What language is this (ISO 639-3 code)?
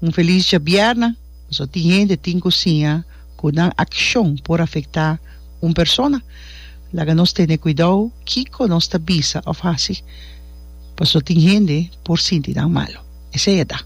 pap